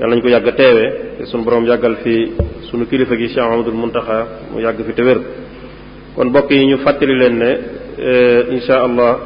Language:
Wolof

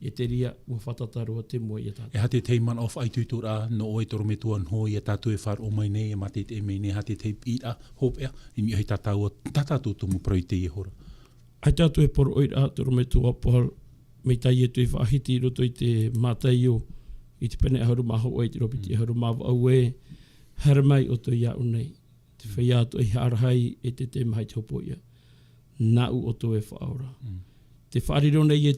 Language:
Tahitian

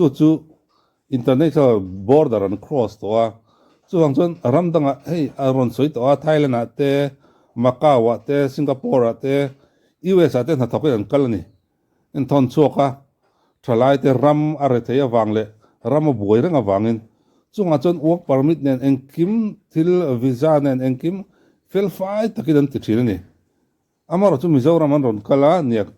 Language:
Mizo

